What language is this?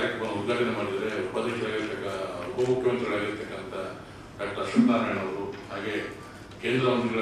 Kannada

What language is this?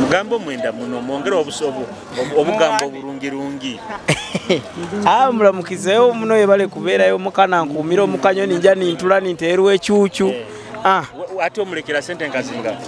Nyoro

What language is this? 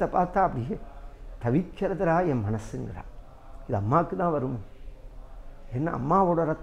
Tamil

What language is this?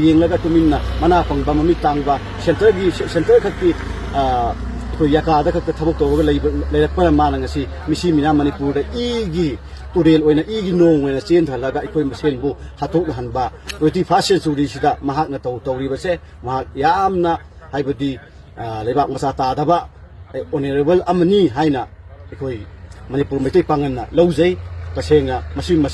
Manipuri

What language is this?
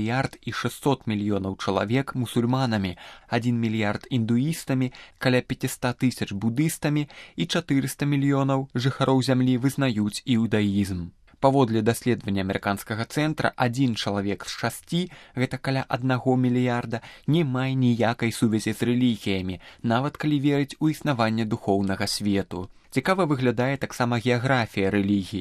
Belarusian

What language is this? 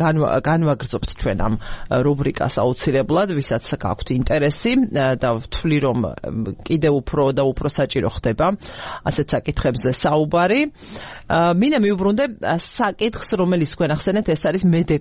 Georgian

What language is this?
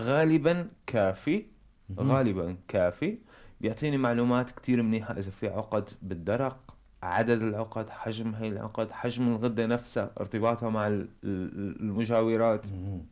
North Levantine Arabic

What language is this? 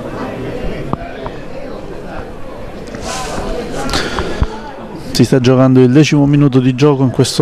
Italian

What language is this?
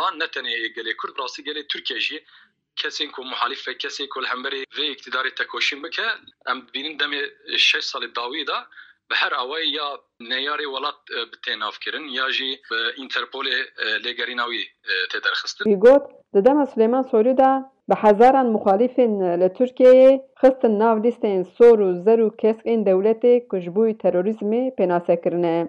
Kurdish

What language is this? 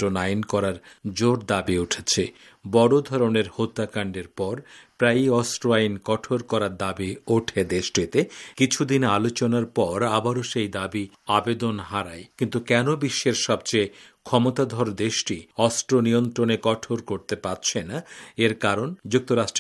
Bangla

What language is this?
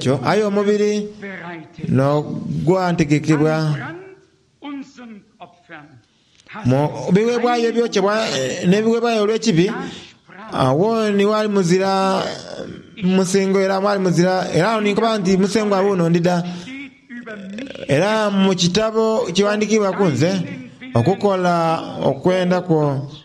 Soga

